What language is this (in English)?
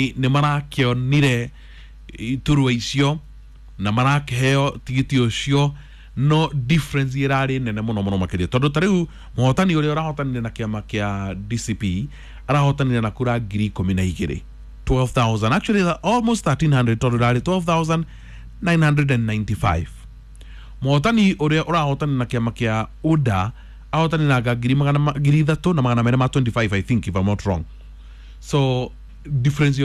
Kikuyu